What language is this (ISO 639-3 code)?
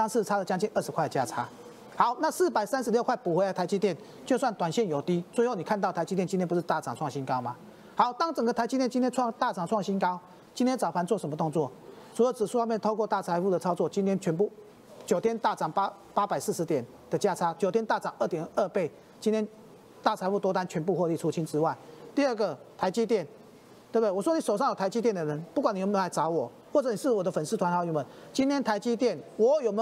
zho